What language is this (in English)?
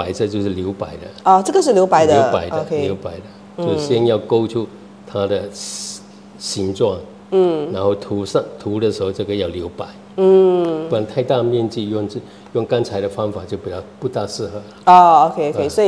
Chinese